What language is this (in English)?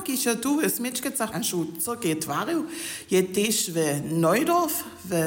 Upper Sorbian